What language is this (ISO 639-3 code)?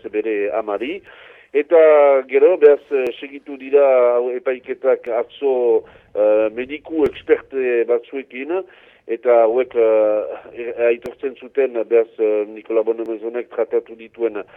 eus